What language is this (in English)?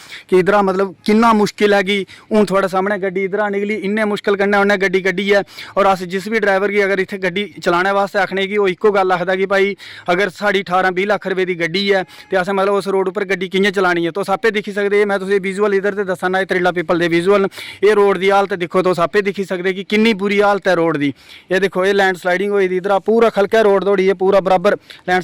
Dogri